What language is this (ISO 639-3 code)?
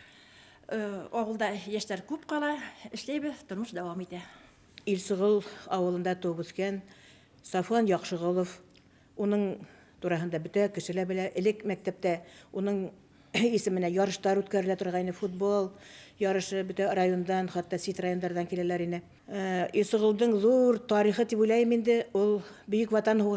bak